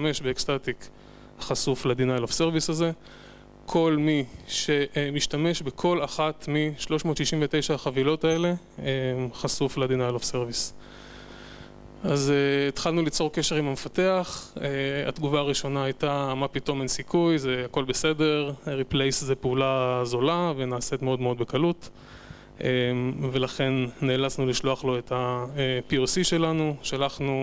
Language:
Hebrew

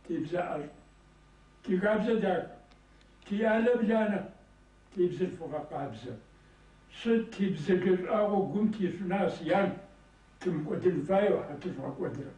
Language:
Kabardian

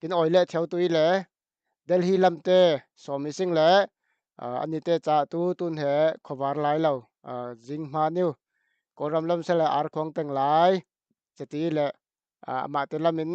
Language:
Falam Chin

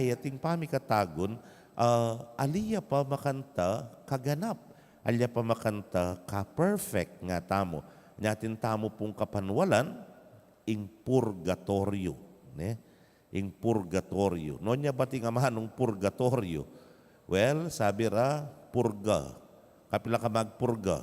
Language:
Pampanga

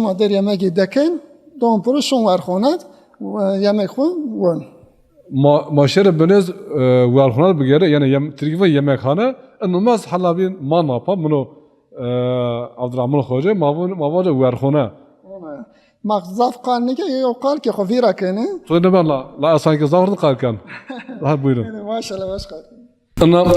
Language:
Zaza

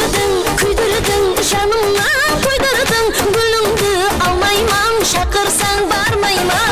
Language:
Kara-Kalpak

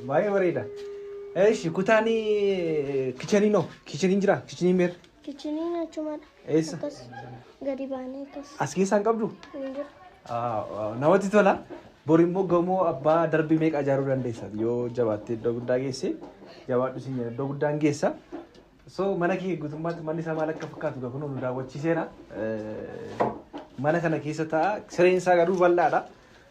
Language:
Oromo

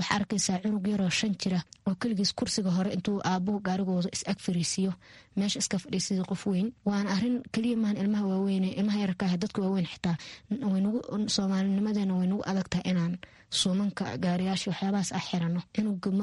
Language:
Somali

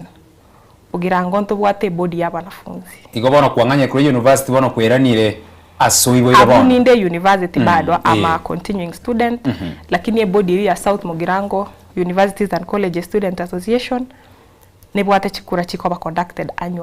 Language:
Gusii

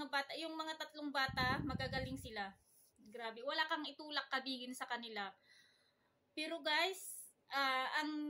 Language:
Filipino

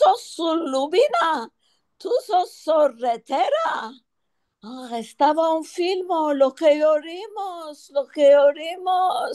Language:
Ladino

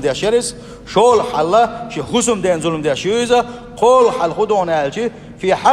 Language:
Chechen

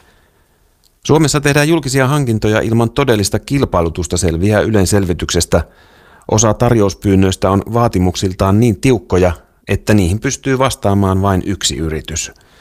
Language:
Finnish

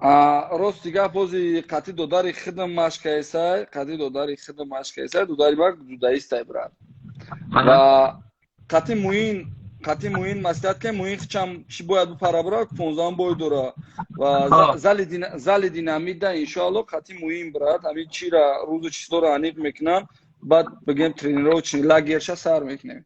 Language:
Tajik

